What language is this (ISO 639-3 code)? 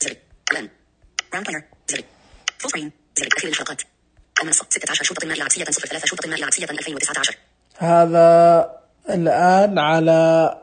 ars